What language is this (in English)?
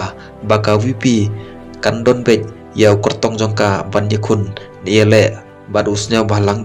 Khasi